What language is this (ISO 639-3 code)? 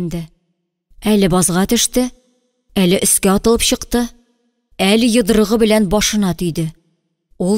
tat